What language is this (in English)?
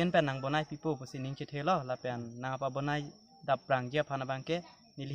Karbi